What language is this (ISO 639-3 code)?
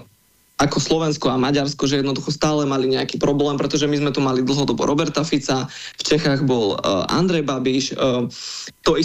slk